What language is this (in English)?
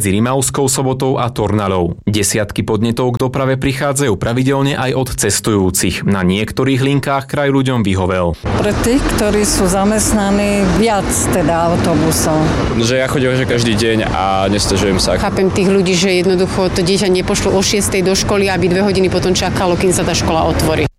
Slovak